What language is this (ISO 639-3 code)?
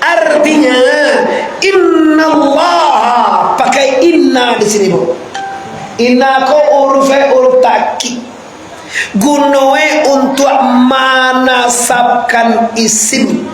min